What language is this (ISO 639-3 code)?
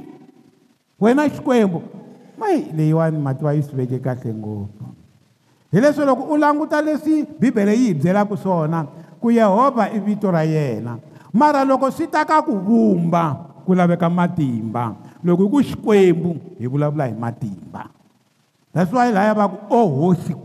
tso